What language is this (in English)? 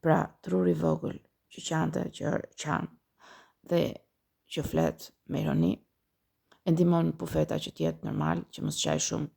Albanian